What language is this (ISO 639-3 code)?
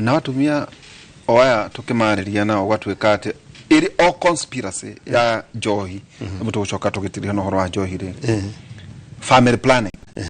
kik